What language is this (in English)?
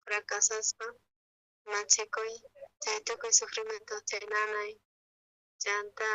South Bolivian Quechua